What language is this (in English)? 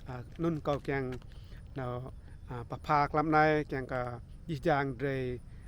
Rade